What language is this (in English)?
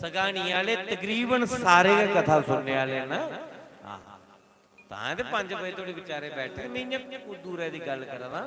Dogri